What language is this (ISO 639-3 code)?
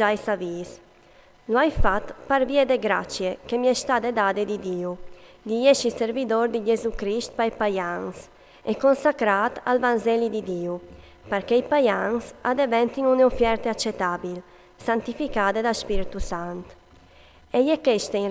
fur